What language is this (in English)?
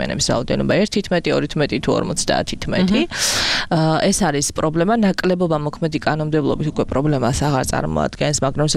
Georgian